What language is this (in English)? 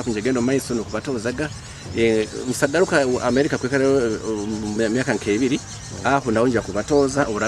Nyoro